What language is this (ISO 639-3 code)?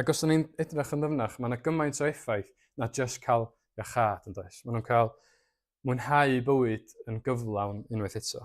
cym